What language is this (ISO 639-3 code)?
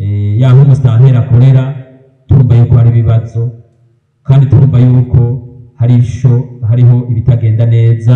run